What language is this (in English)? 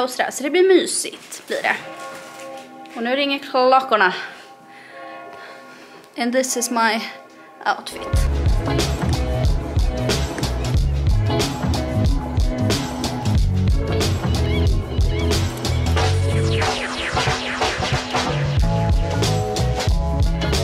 Swedish